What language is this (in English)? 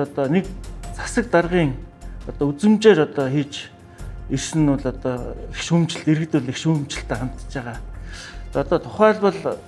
Mongolian